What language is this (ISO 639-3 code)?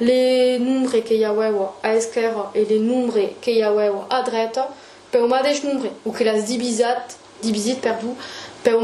oci